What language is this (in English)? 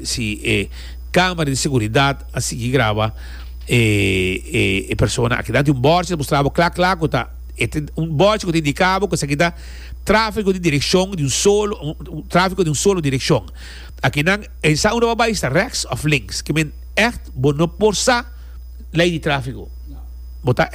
Papiamento